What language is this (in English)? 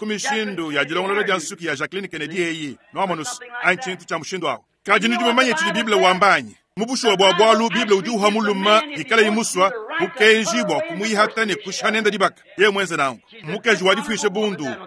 Luba-Lulua